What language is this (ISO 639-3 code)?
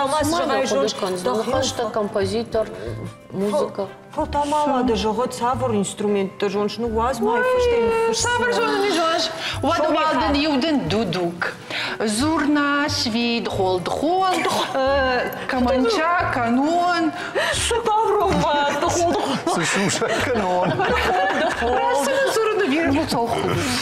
oss